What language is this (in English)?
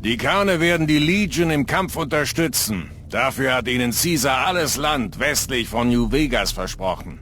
Bavarian